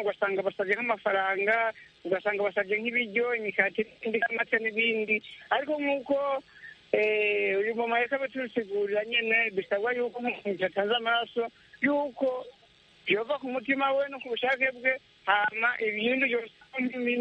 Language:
Kinyarwanda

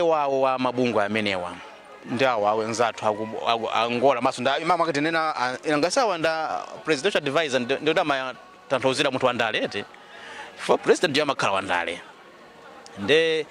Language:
Nyanja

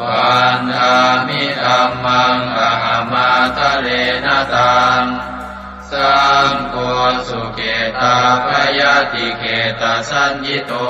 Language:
Pali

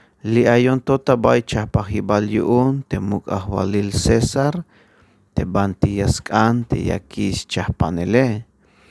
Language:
Tzeltal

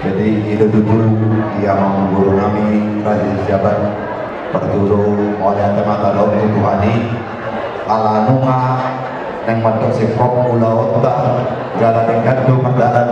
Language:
Batak Toba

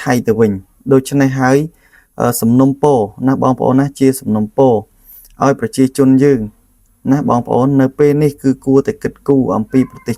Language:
Khmer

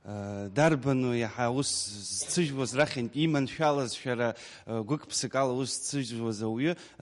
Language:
Abkhazian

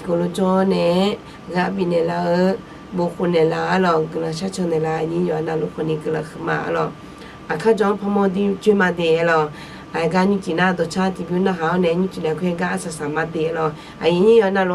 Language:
Akha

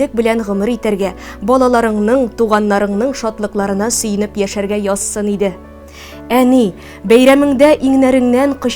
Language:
Tatar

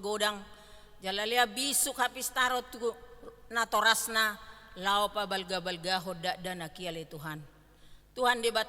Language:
Batak Toba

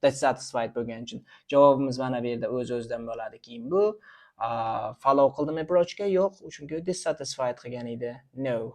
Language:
Uzbek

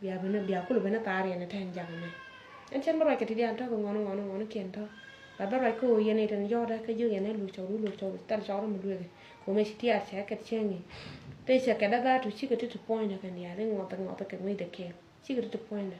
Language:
Nuer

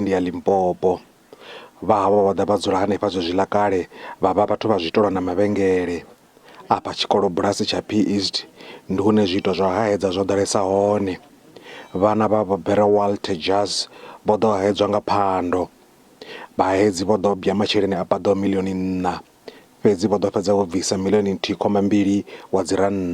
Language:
Venda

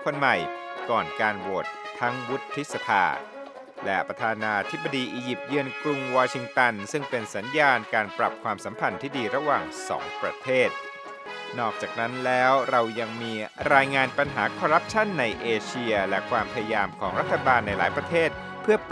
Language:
Thai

